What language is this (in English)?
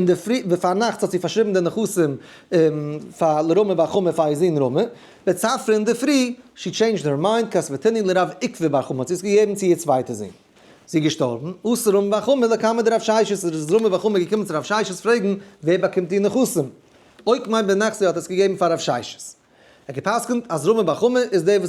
Yiddish